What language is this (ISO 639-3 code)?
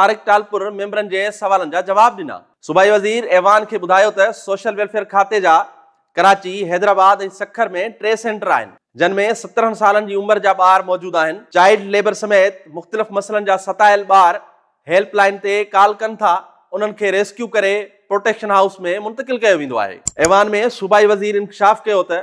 snd